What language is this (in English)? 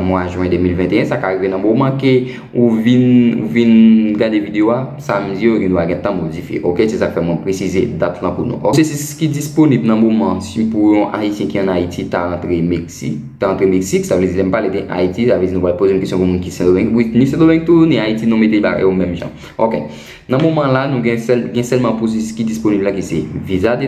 Haitian Creole